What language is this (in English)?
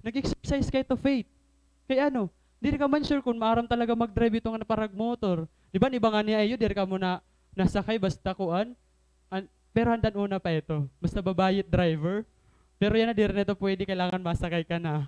Waray